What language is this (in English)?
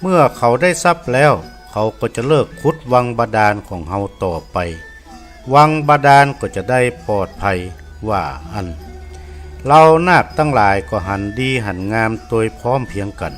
Northern Thai